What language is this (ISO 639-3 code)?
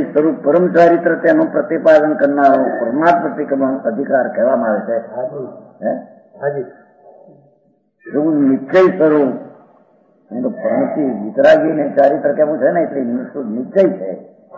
guj